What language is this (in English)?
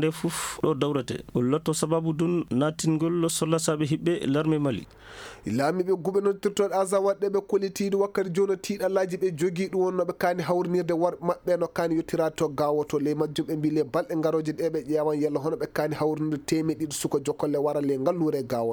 Fula